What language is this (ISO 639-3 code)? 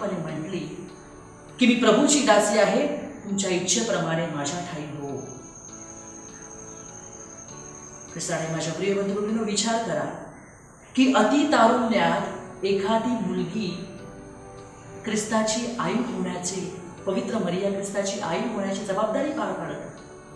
mar